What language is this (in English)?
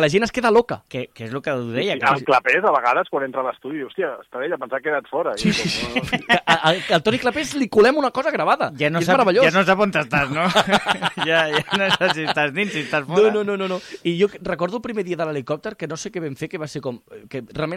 Catalan